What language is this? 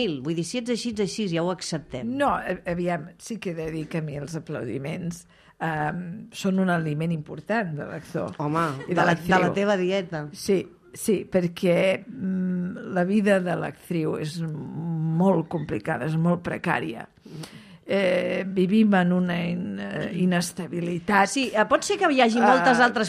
Catalan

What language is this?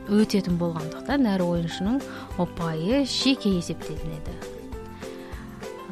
Kazakh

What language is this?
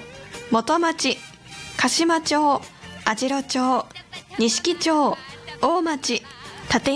Japanese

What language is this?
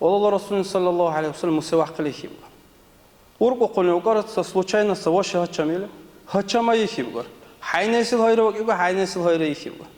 Dargwa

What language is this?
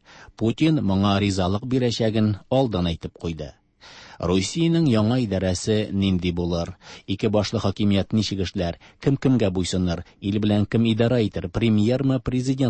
Tatar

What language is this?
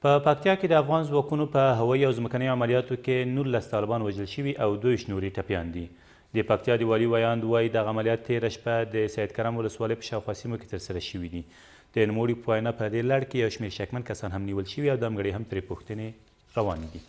Pashto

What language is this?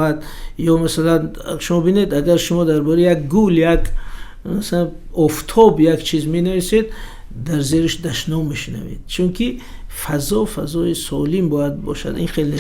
Tajik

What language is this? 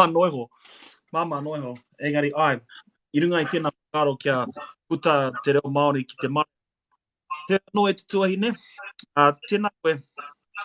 Māori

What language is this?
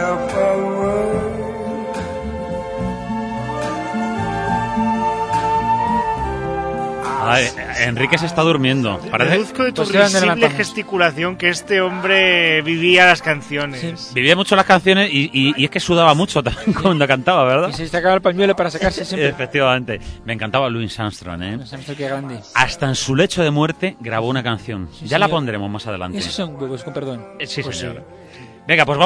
Spanish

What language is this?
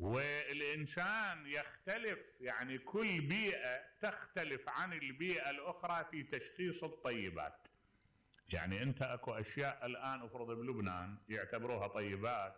Mesopotamian Arabic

